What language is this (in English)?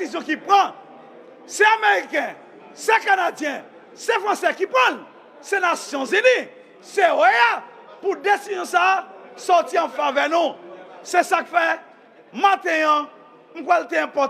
Haitian Creole